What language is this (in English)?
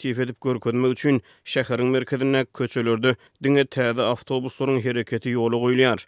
Turkmen